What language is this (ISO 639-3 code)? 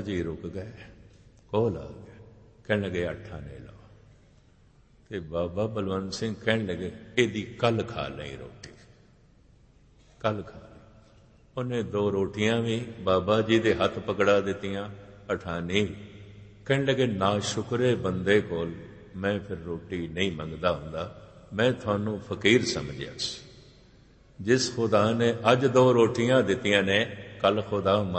pan